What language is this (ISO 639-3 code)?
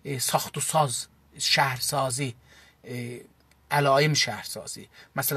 azb